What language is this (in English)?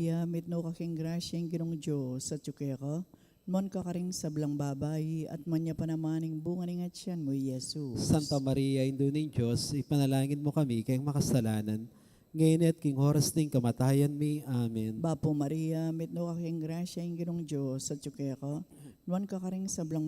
Pampanga